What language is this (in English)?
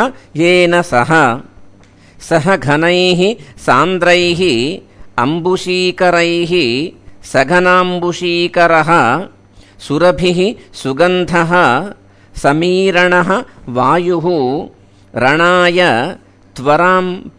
Sanskrit